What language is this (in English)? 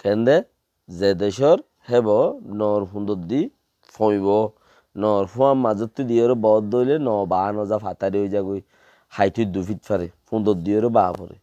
Rohingya